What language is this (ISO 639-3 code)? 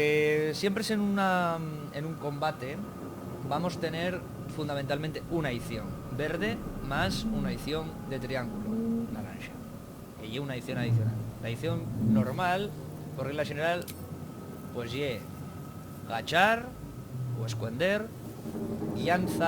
ast